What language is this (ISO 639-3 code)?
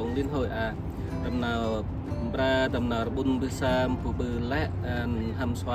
cmo